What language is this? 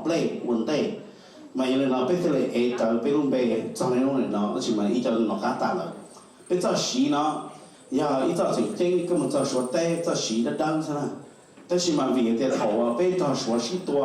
Hmong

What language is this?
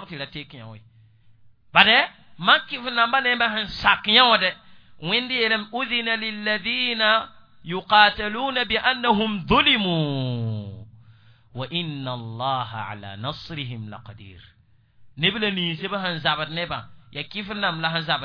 Mossi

